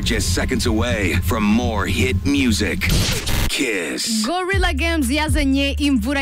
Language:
Kinyarwanda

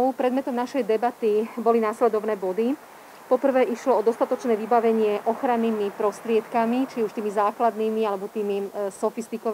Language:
Slovak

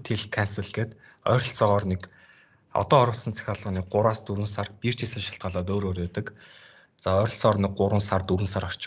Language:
Mongolian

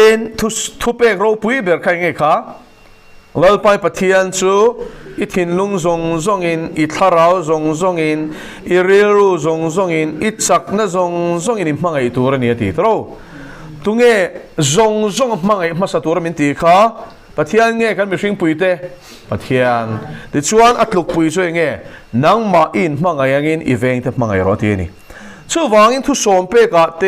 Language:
Mizo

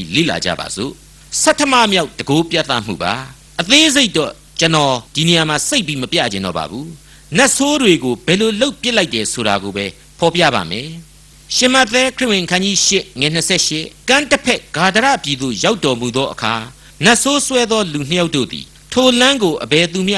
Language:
Burmese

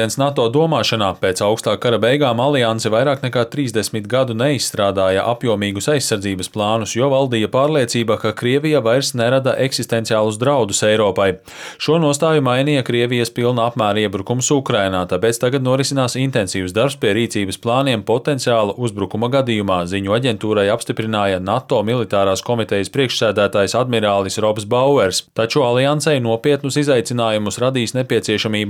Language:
Latvian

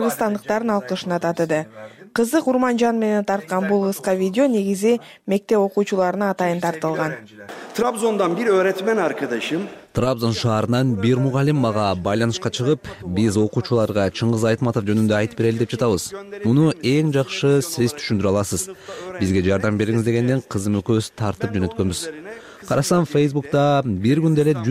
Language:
Kyrgyz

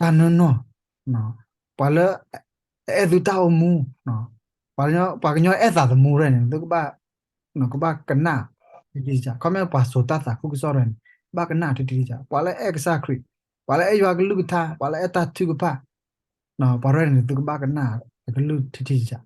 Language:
S'gaw Karen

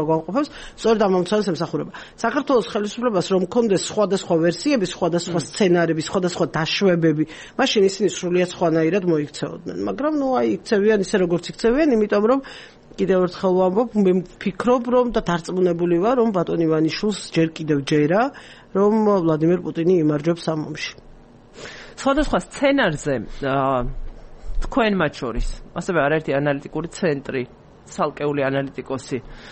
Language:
Georgian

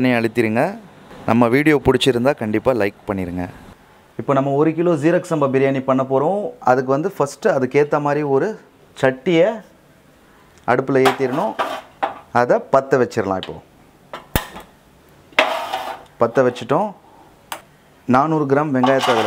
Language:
Tamil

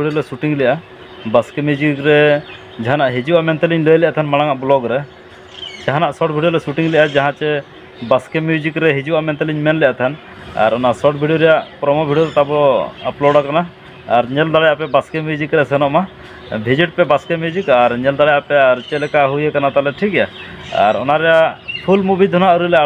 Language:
Santali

